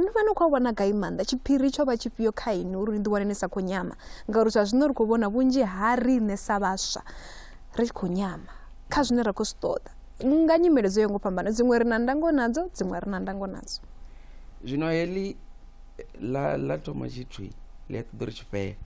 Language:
Venda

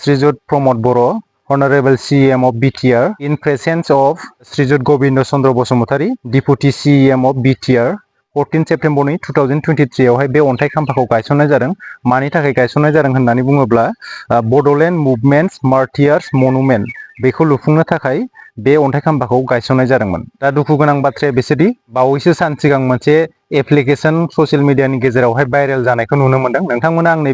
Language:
Bodo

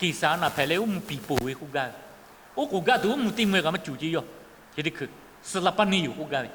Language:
Lahu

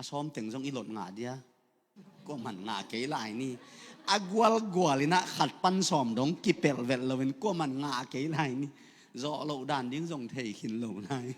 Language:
Tedim Chin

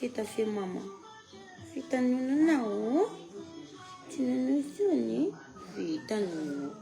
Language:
Malagasy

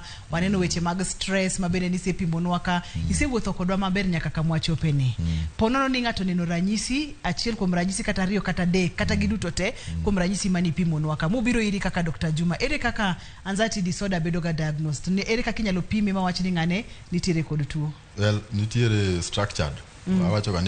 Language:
Luo (Kenya and Tanzania)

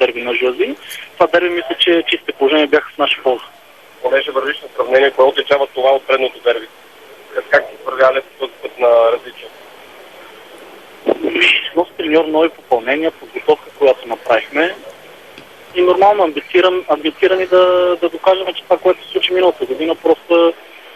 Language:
Bulgarian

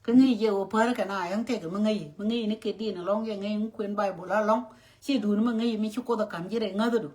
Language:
Nuer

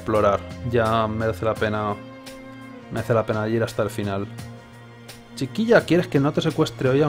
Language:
Spanish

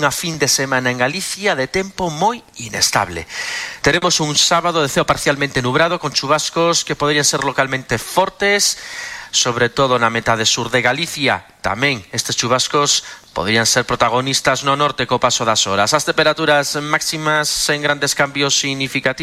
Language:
Galician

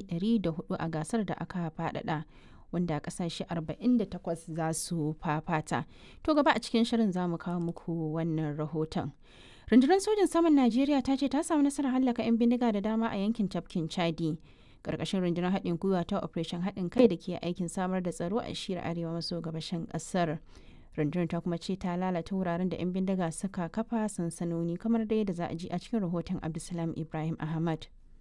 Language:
Hausa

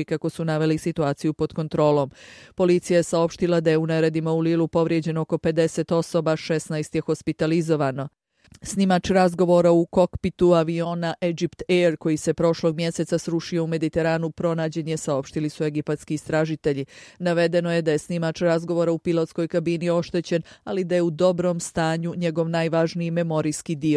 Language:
Croatian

